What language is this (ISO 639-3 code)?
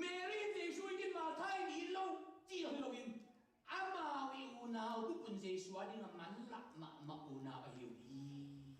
ctd